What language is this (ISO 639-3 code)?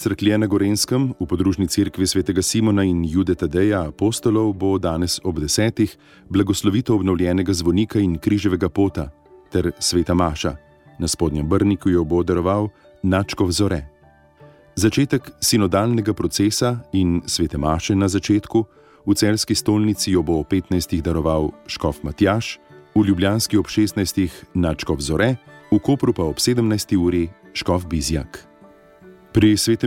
slv